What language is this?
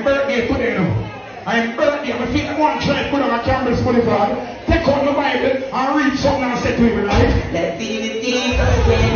Jamaican Creole English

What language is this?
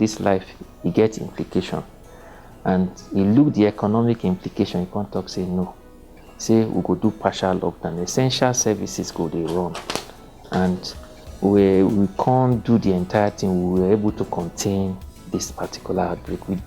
Nigerian Pidgin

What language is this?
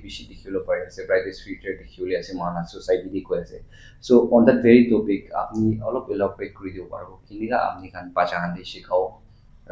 Naga Pidgin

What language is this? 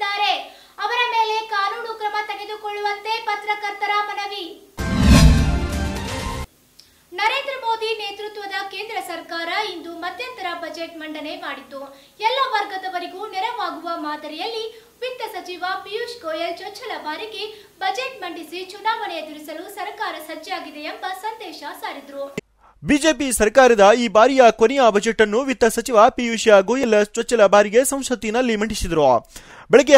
Kannada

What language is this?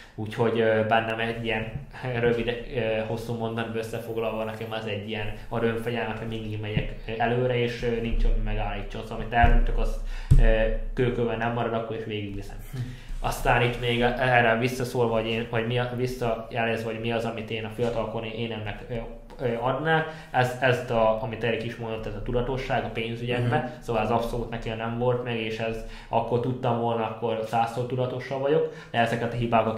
Hungarian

